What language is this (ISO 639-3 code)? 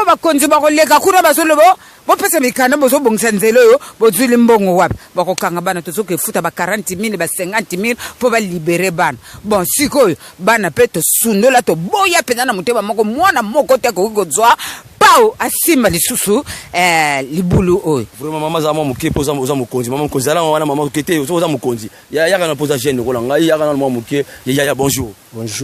lin